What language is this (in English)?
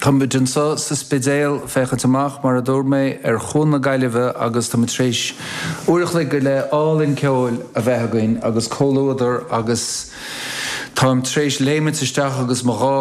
Irish